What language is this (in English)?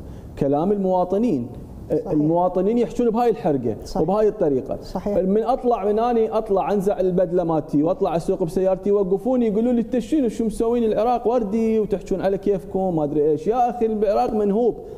Mesopotamian Arabic